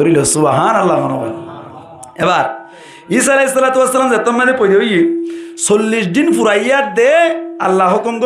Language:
Rohingya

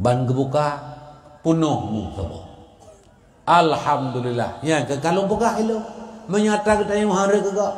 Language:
Achinese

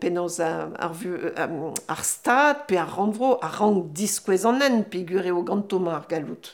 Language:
Breton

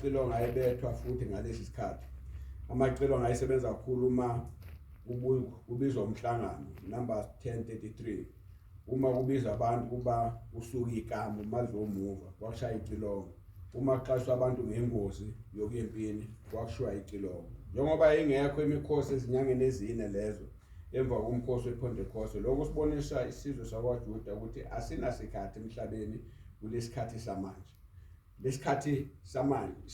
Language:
Zulu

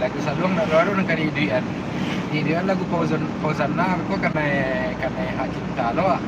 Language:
Minangkabau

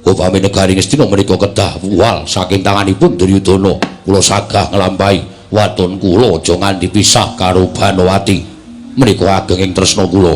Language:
Javanese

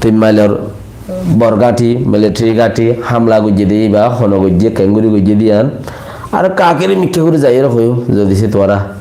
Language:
Rohingya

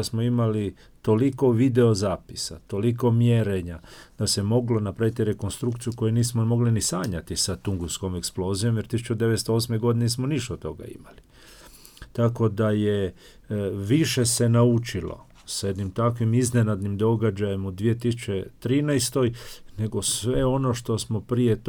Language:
Croatian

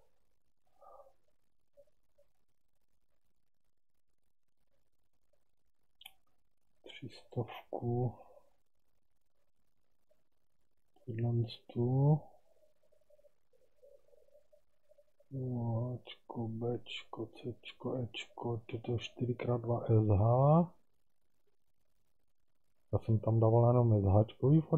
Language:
Czech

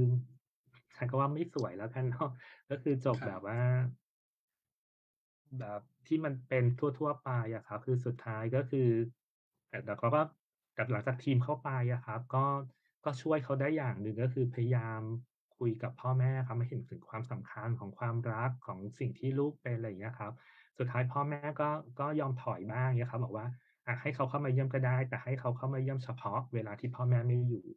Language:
Thai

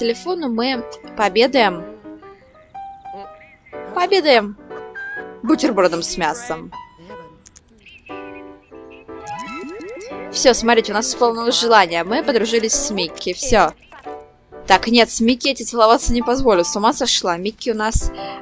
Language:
Russian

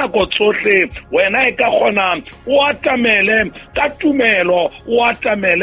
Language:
Southern Sotho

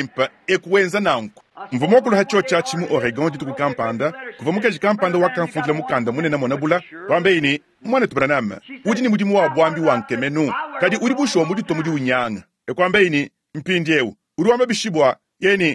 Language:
Luba-Lulua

